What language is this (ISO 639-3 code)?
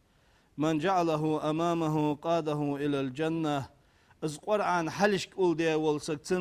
inh